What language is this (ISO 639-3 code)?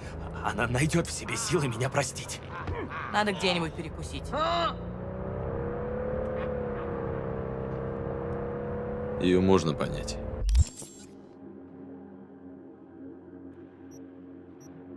rus